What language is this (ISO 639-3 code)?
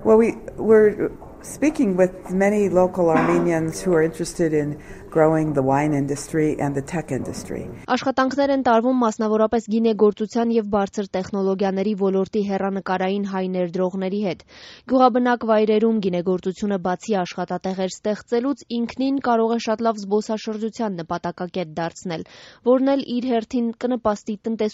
hye